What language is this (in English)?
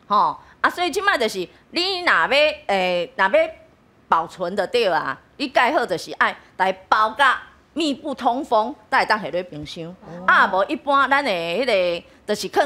Min Nan Chinese